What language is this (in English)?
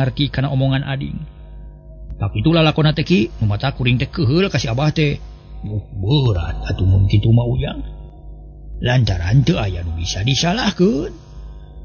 Sundanese